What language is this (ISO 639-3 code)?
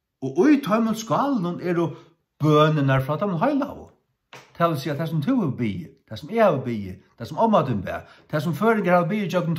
fao